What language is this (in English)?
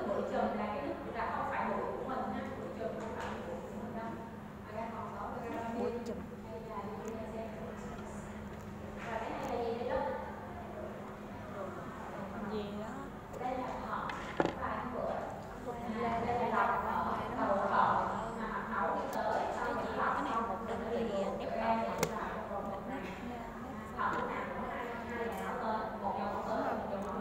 Vietnamese